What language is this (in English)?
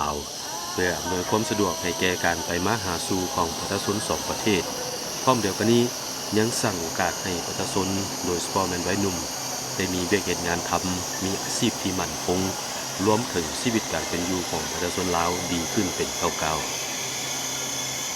Lao